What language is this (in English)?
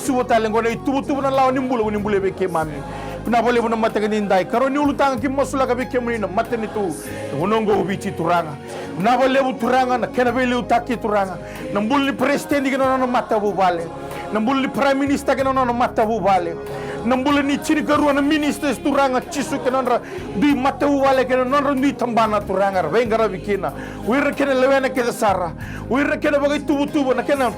Fijian